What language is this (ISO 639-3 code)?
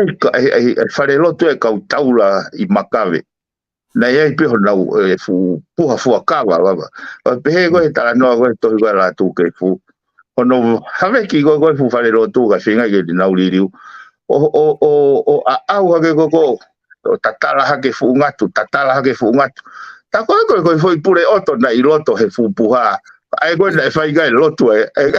ton